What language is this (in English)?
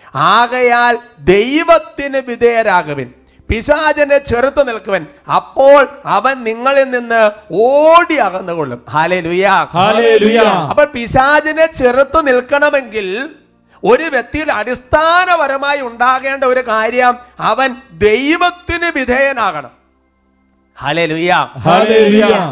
Malayalam